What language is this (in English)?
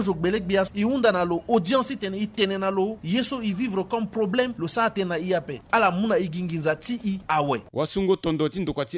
Sango